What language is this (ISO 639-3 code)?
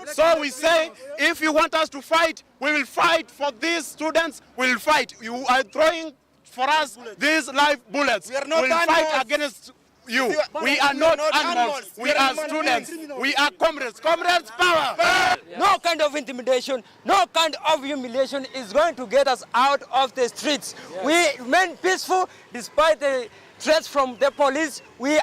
kam